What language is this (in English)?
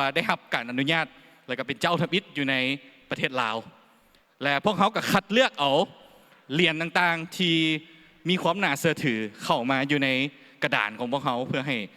Lao